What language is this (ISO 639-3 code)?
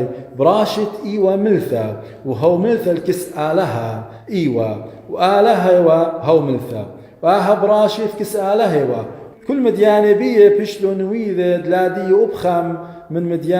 aii